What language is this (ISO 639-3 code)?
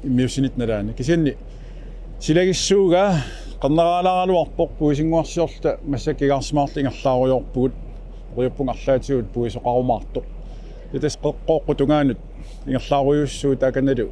kal